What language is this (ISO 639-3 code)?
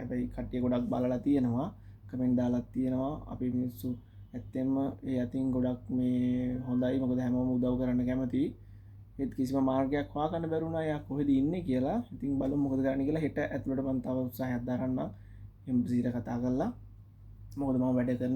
sin